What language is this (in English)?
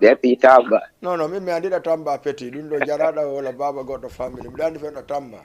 Fula